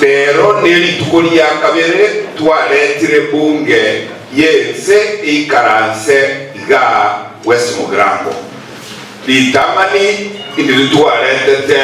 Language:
Gusii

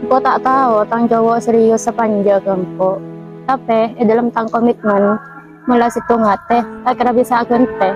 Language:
Madurese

